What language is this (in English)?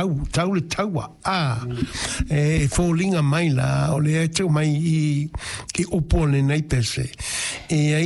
Samoan